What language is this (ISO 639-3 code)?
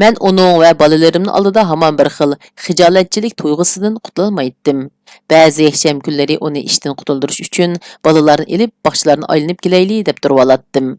uig